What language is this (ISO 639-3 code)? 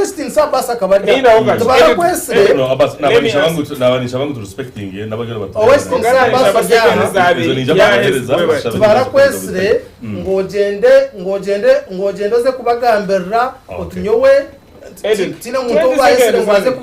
nyn